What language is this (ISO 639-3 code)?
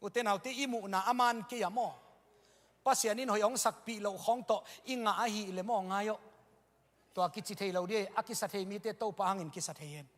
ctd